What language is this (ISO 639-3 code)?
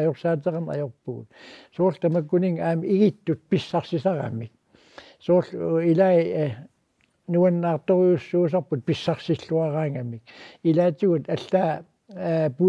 kal